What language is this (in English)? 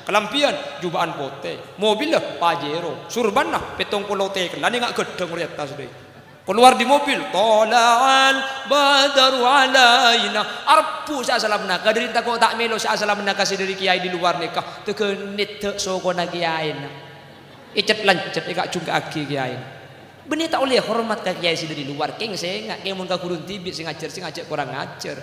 Madurese